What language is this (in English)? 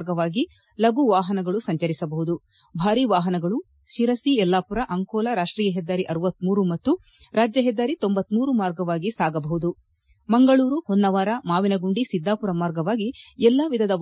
Kannada